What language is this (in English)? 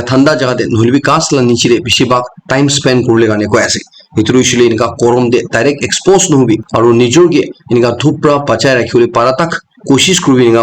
Naga Pidgin